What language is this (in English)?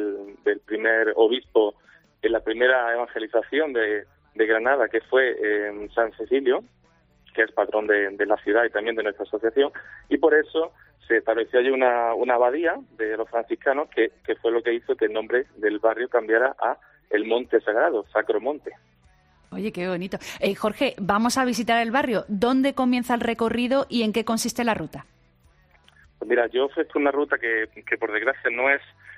Spanish